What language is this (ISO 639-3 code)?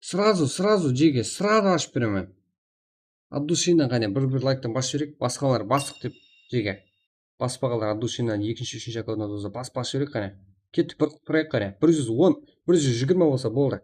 kaa